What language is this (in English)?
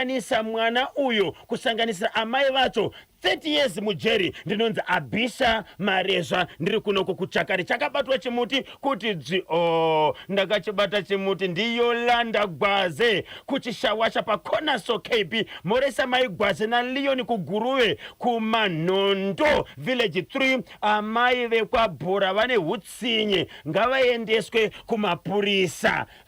Shona